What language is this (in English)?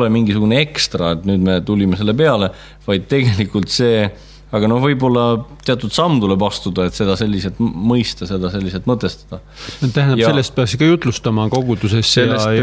Estonian